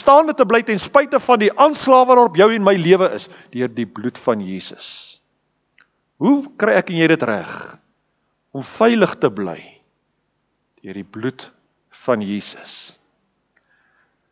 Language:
Afrikaans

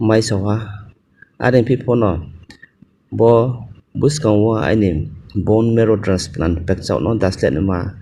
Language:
Riang (India)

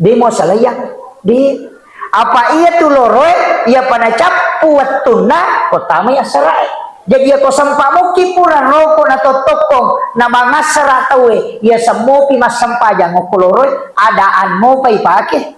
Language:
Buginese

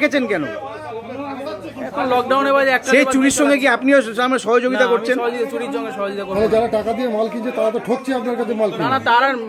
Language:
Bangla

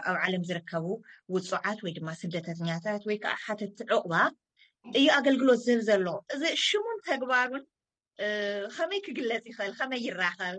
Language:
Tigrinya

